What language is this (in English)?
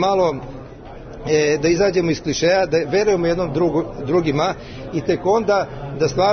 Serbian